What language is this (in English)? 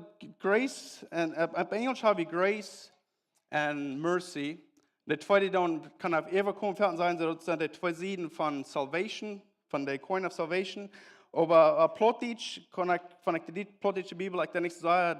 Plautdietsch